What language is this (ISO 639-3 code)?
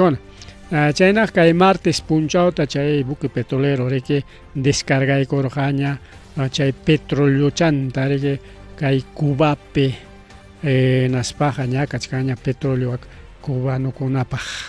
quy